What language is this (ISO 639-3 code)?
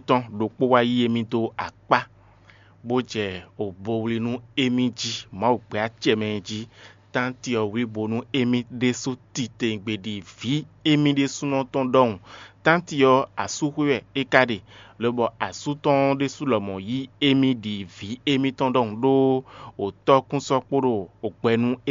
fon